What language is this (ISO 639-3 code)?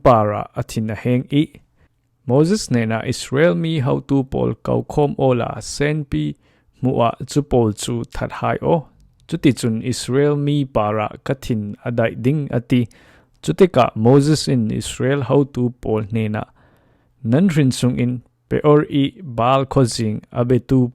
cfm